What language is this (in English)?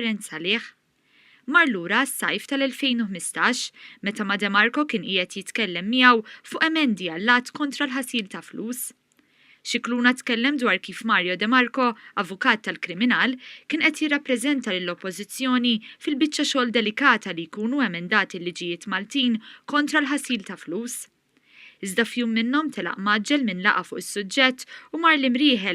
Maltese